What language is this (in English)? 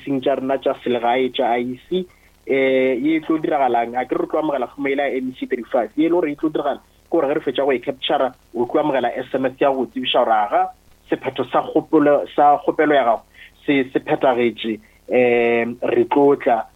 Northern Sotho